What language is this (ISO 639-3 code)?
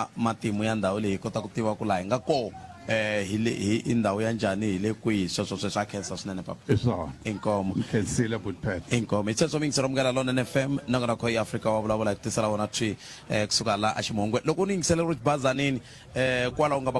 tso